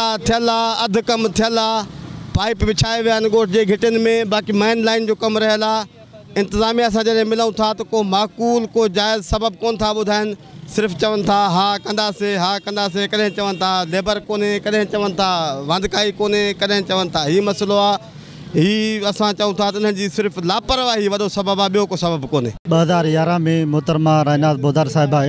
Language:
Sindhi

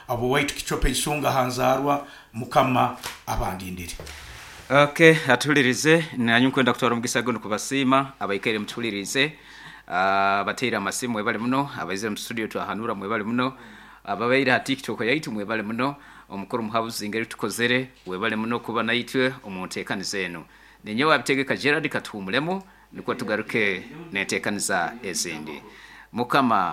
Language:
Nyankole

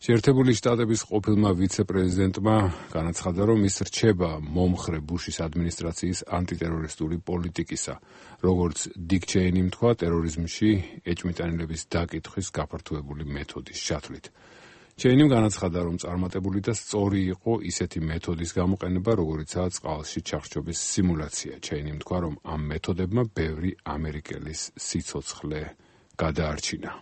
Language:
Georgian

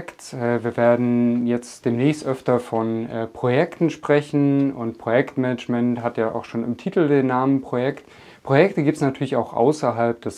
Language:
German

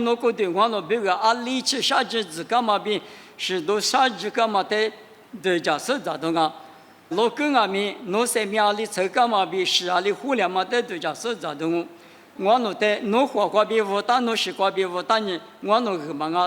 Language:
Lisu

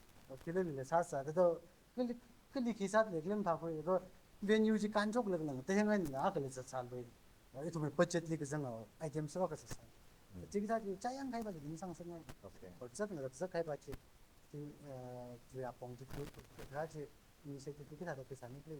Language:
Tangkhul Naga (India)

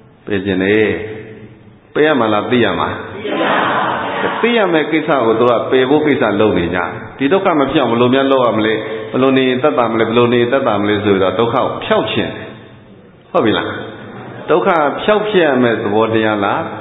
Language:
Burmese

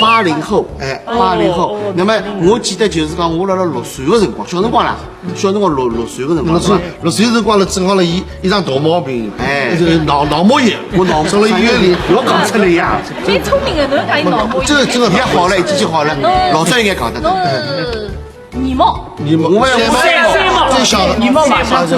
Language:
Wu Chinese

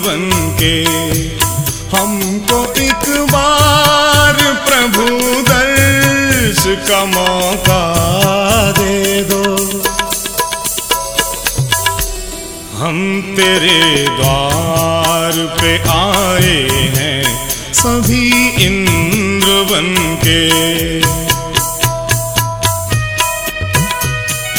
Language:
Hindi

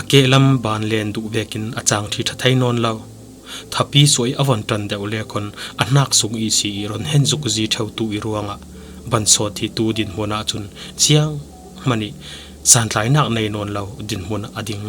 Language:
Falam Chin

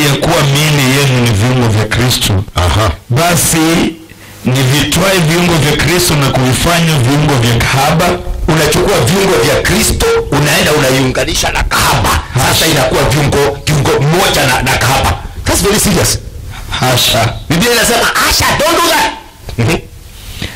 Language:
Swahili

